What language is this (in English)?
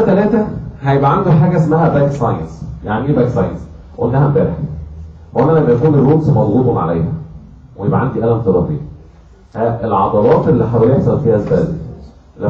Egyptian Arabic